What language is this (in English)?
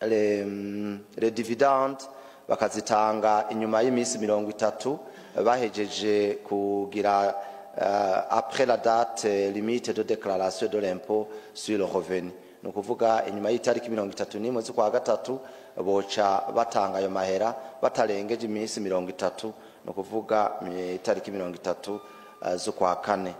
Rundi